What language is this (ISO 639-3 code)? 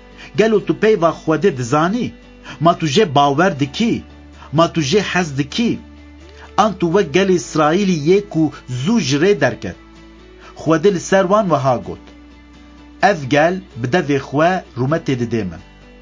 kur